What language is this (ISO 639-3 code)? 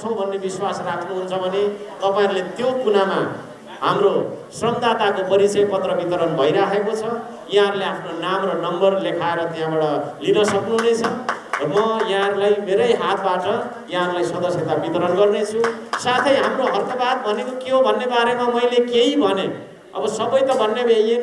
nep